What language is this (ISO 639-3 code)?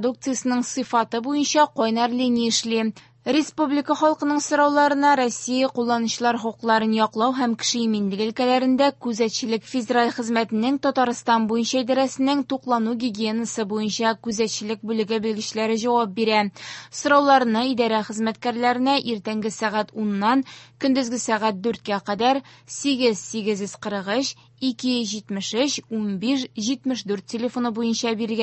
tat